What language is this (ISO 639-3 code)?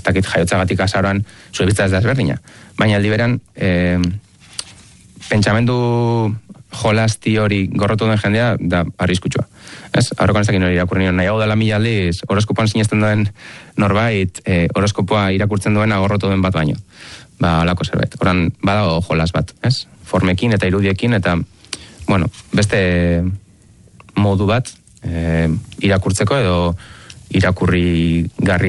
eus